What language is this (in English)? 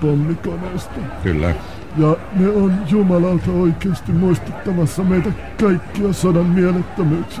Finnish